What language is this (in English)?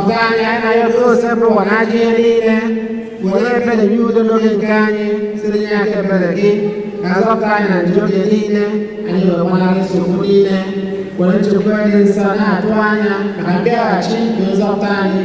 Igbo